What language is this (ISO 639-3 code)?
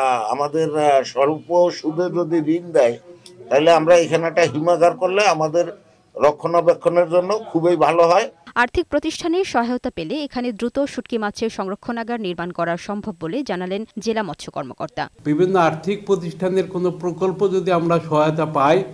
ben